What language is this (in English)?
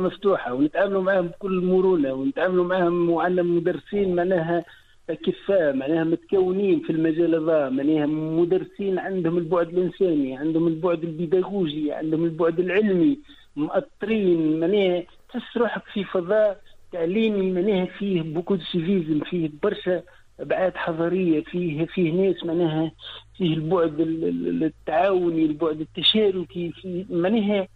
Tunisian Arabic